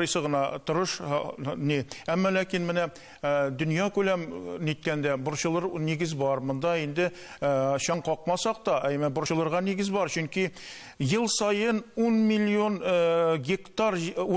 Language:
Tatar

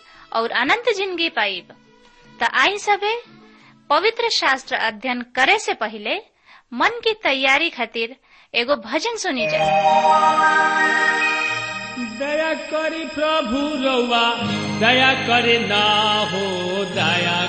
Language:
Bhojpuri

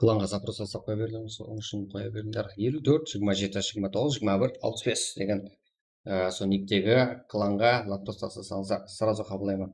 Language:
Kara-Kalpak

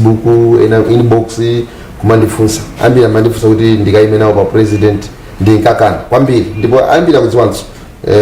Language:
Nyanja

